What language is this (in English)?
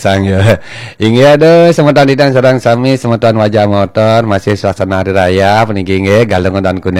Balinese